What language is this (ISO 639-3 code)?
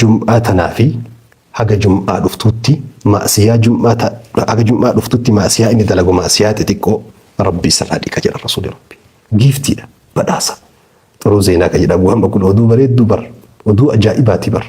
orm